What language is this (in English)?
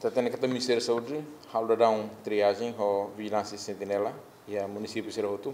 Tetum